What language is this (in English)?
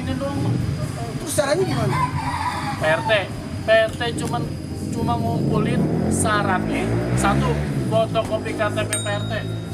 Betawi